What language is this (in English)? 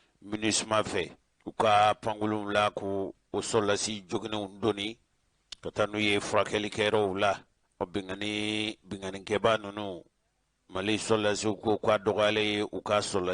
Bambara